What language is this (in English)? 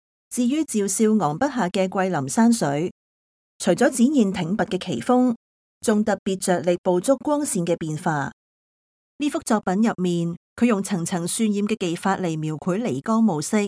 Cantonese